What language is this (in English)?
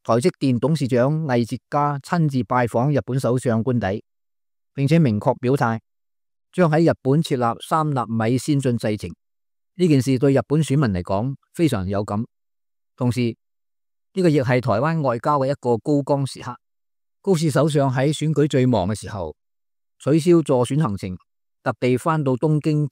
Cantonese